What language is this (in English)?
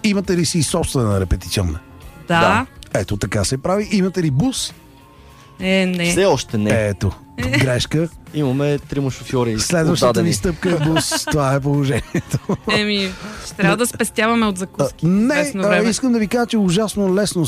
Bulgarian